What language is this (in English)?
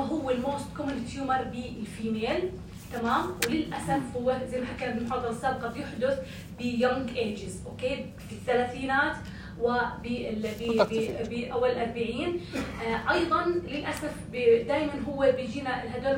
North Levantine Arabic